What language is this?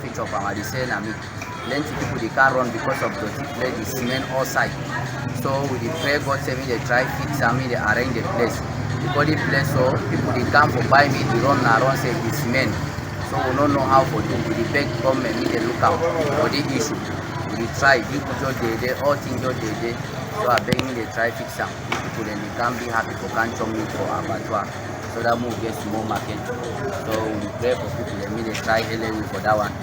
Cameroon Pidgin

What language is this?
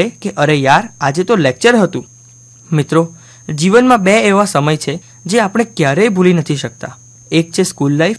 Gujarati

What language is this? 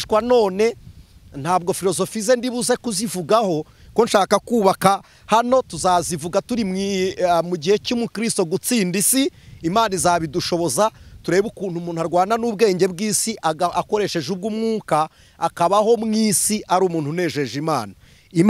Kinyarwanda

